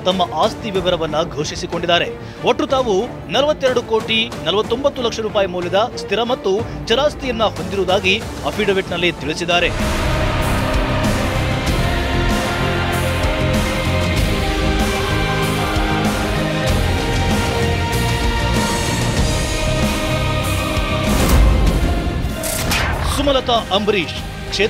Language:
Kannada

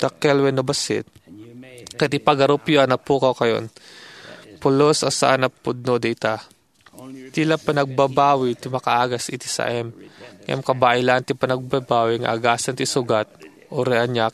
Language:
Iloko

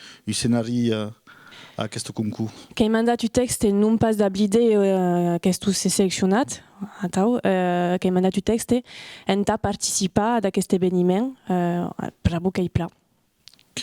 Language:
Occitan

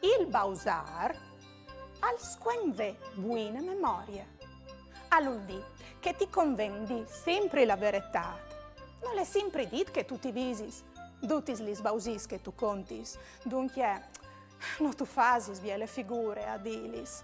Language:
Friulian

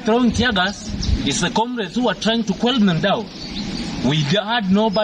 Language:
Gusii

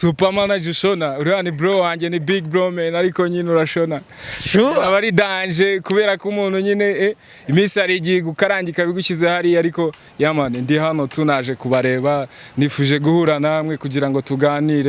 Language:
Kinyarwanda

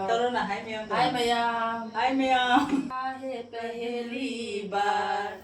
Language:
Manipuri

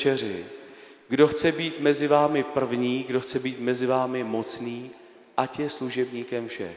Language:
Czech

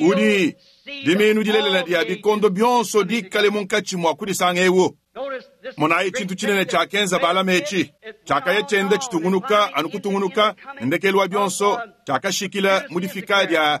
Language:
Luba-Lulua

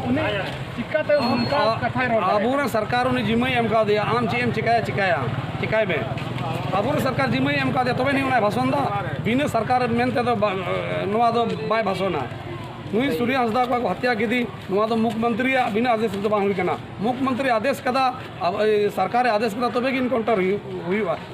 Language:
Santali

